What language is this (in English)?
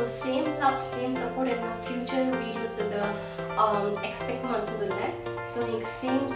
Tulu